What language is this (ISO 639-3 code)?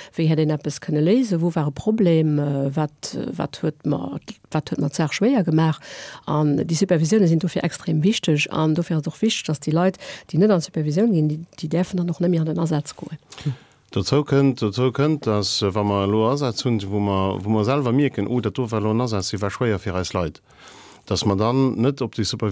ltz